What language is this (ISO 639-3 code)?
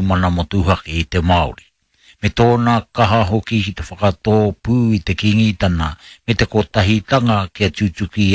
mri